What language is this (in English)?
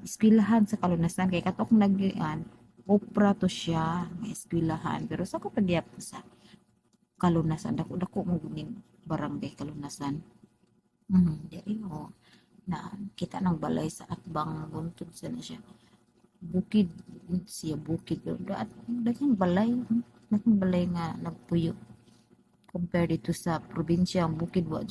Cebuano